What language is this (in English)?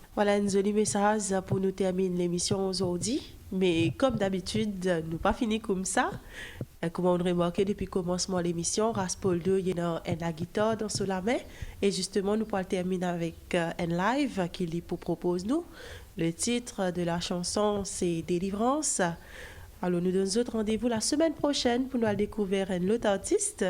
Morisyen